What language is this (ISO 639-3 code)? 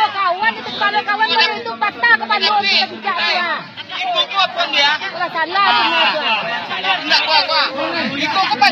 min